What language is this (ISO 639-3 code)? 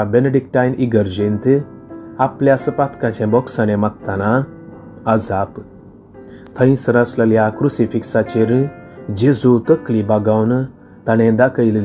kok